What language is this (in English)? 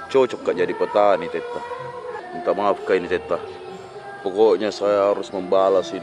Makassar Malay